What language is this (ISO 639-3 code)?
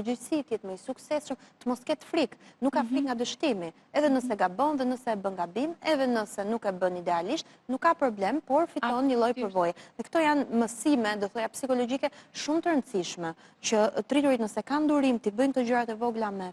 sqi